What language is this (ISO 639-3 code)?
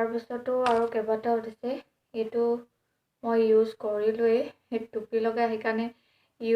asm